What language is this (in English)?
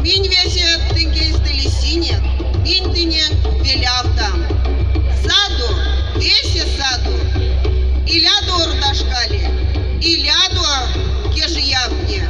Erzya